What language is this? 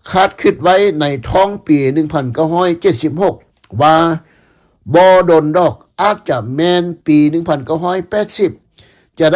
Lao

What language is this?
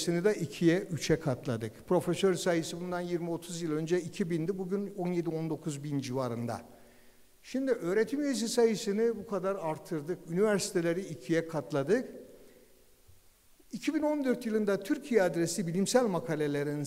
Turkish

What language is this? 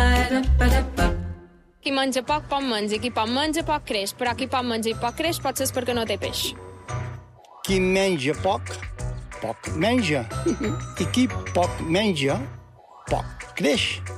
Catalan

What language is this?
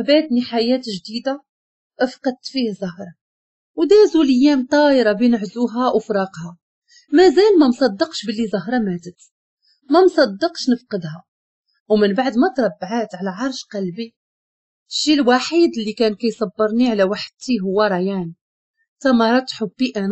Moroccan Arabic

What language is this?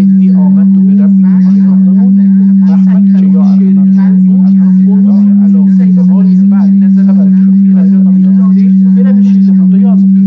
South Azerbaijani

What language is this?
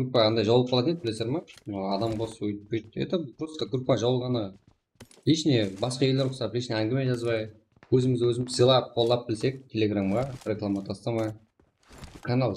Kara-Kalpak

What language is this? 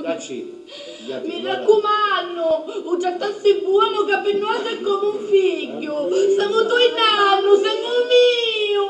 Sicilian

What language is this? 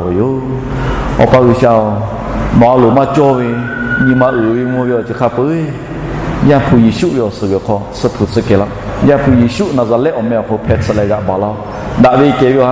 Lahu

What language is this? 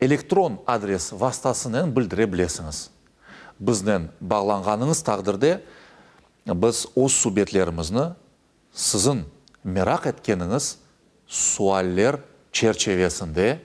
Crimean Tatar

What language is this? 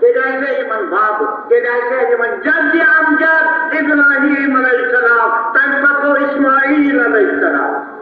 Kashmiri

